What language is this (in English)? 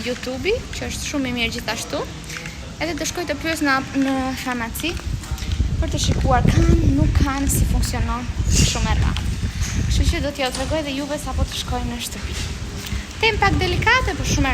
Albanian